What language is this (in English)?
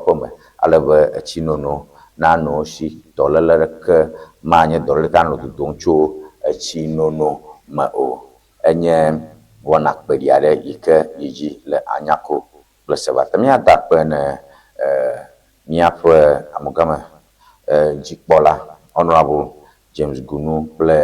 Ewe